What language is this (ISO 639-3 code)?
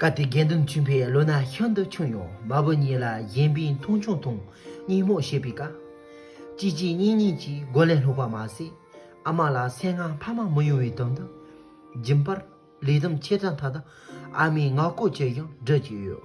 bod